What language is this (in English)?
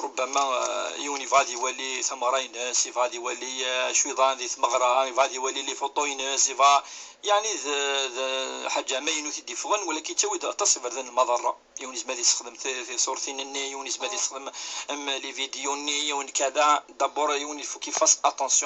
Kabyle